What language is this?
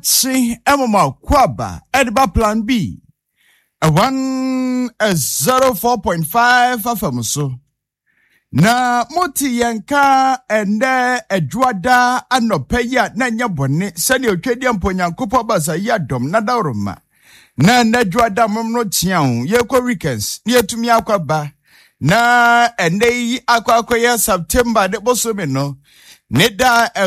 Akan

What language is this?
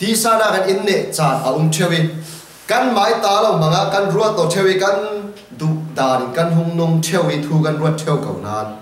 Falam Chin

